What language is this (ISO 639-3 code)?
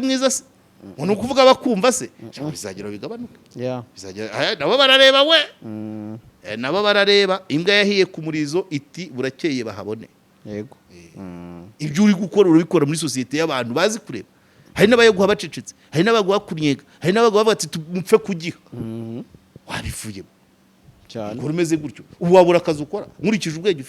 kin